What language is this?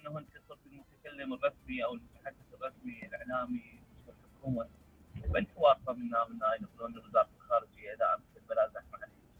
Mesopotamian Arabic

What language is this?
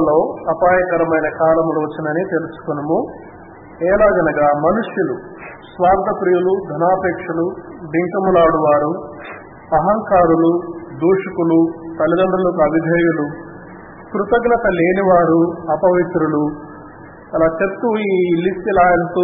Telugu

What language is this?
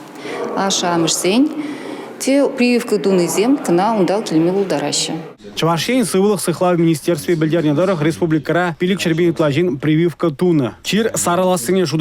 Chuvash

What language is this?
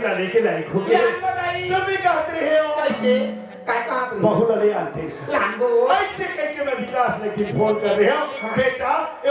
Chhattisgarhi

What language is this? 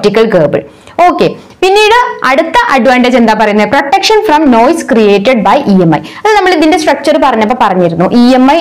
Malayalam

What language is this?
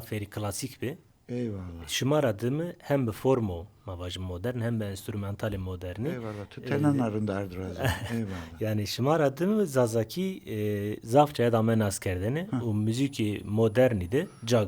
Zaza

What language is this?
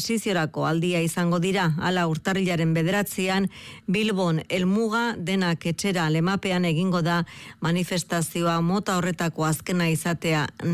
Basque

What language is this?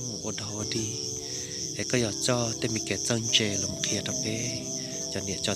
Hmong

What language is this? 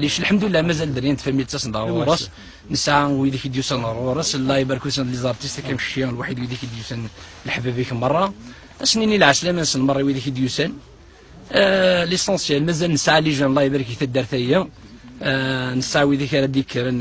Kabyle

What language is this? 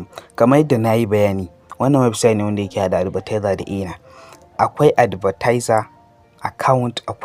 Hausa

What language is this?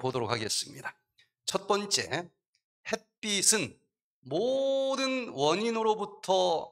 Korean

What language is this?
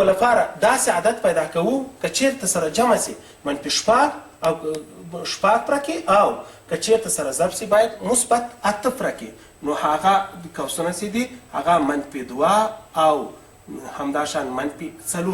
Pashto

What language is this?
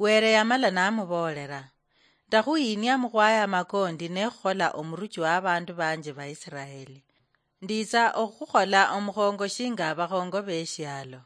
Luyia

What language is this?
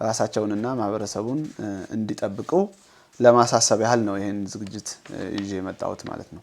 Amharic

